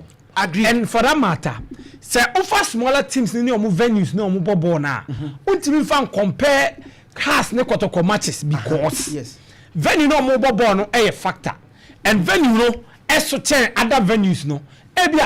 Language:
Akan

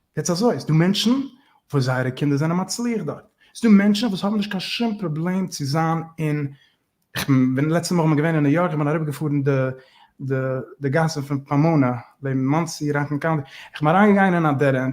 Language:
Yiddish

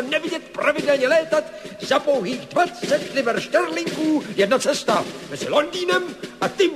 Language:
Czech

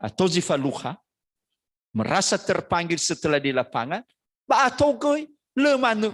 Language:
Nias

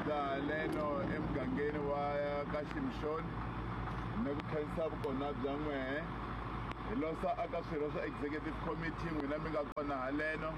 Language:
Tsonga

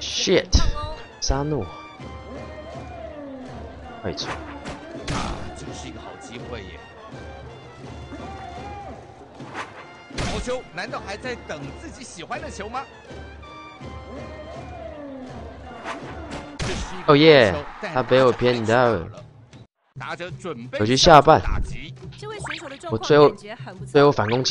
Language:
Chinese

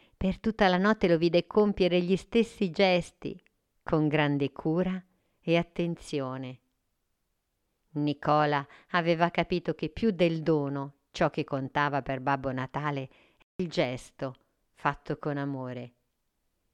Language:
Italian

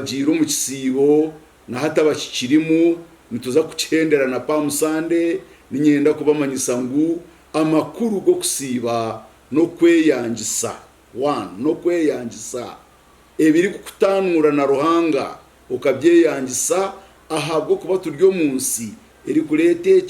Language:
Nyankole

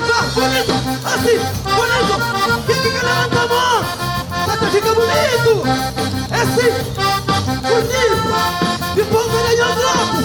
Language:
Kabuverdianu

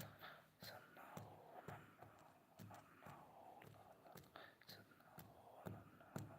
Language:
Chhattisgarhi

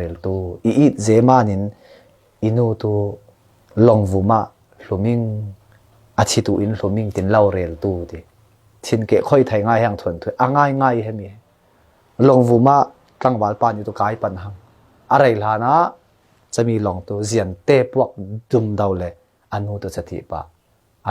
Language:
Falam Chin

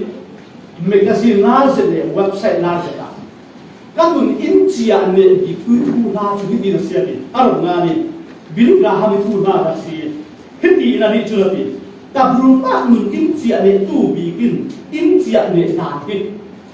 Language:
Falam Chin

